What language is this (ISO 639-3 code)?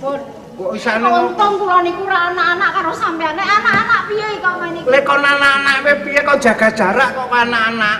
jav